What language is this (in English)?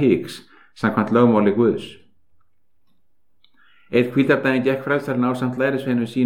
Icelandic